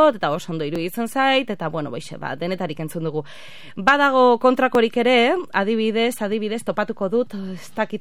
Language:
Basque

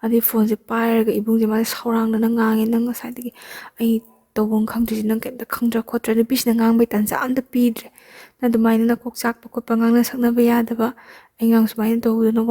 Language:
Manipuri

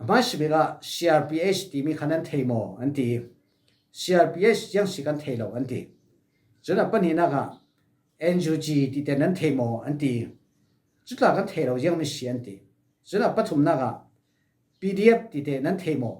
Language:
Falam Chin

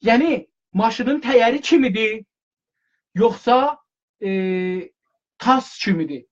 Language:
South Azerbaijani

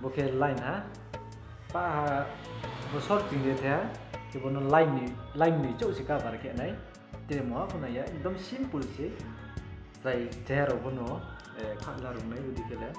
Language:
Riang (India)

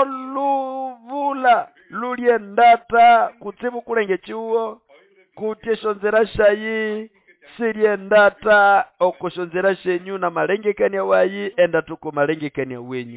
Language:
Nande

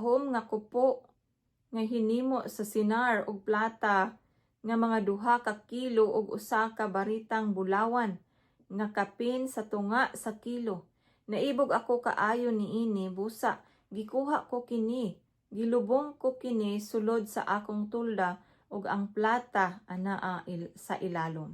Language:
Cebuano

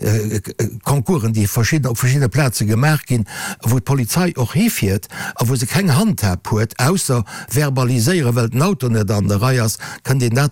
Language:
Luxembourgish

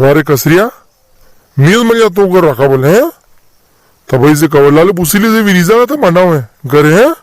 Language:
Rajasthani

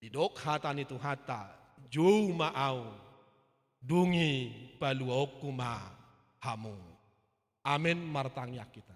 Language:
Batak Toba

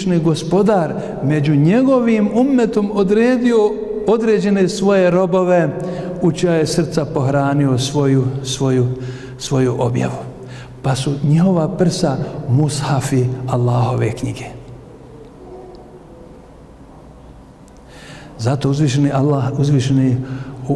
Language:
Bosnian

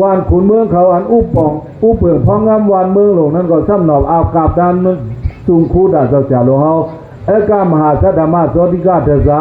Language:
Shan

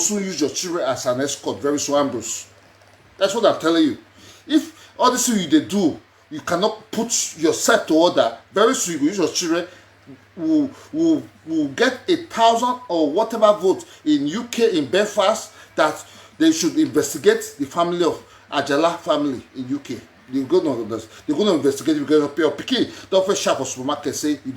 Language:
Nigerian Pidgin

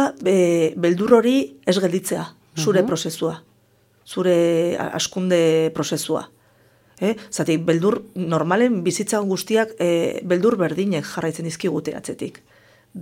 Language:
Basque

